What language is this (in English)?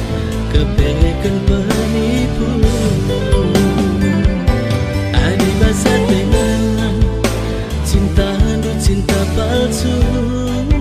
Batak Karo